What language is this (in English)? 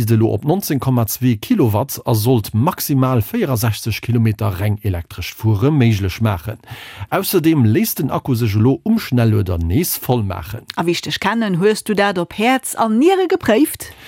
Luxembourgish